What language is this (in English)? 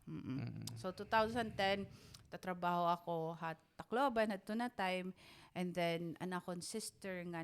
Waray